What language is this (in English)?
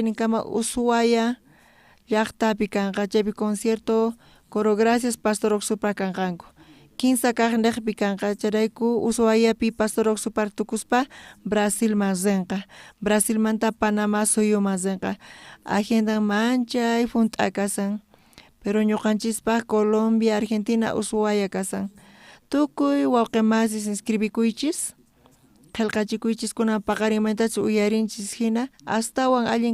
South Bolivian Quechua